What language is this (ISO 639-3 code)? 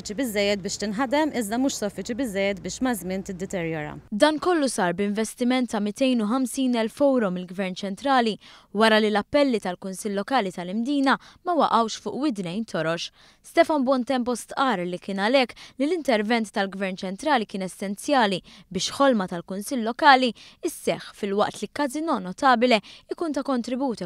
mlt